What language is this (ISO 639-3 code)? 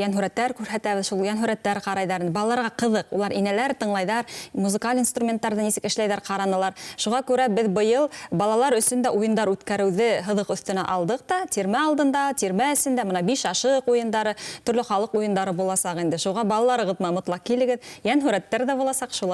bak